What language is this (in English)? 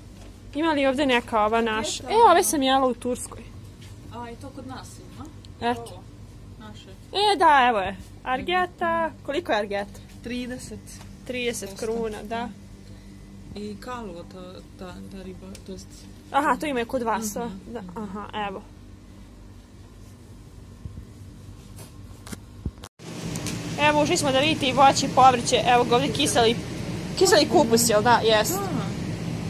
Serbian